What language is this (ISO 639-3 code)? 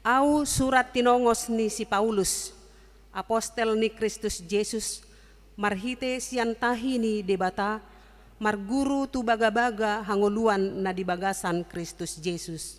bbc